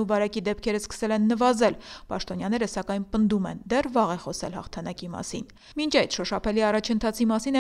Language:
Armenian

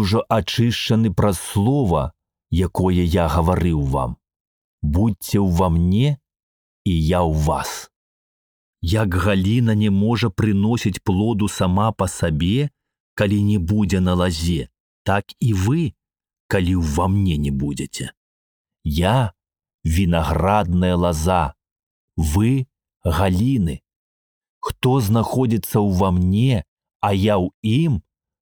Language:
Belarusian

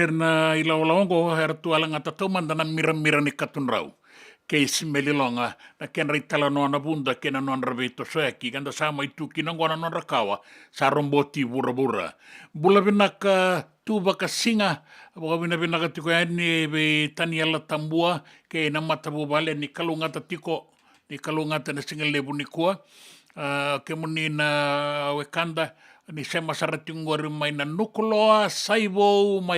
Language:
Fijian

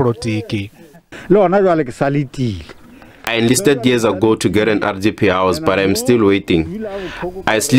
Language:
Venda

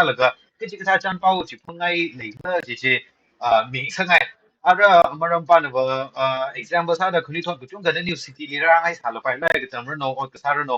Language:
Tangkhul Naga (India)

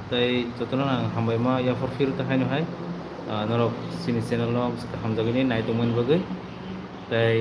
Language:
Kok Borok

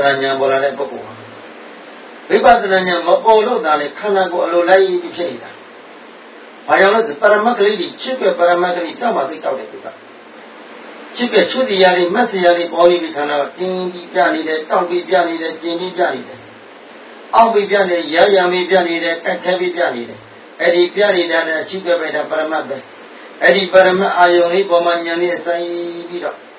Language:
Burmese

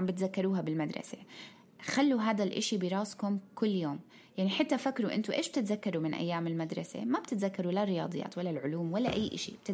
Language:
North Levantine Arabic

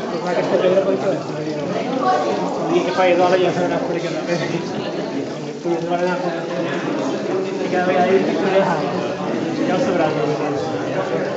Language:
Catalan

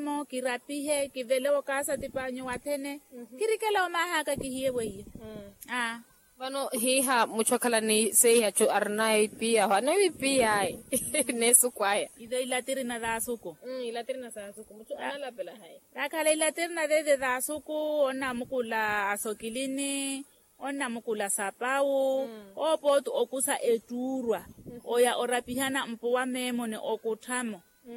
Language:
Makhuwa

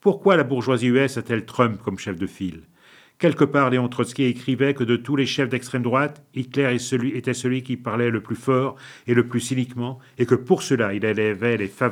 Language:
French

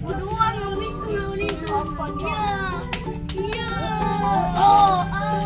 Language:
Betawi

